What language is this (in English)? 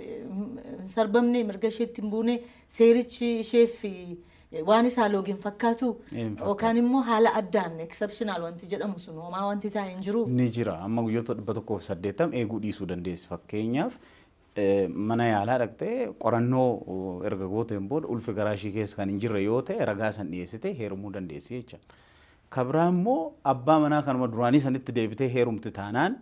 Oromo